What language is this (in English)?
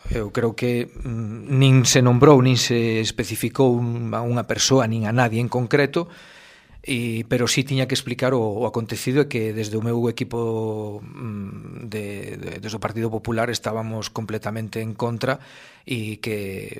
Galician